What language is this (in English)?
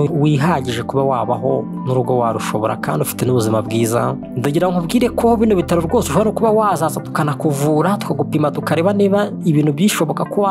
Kinyarwanda